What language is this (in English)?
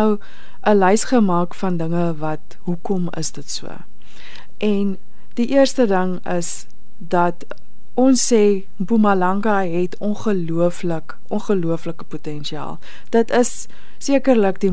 Afrikaans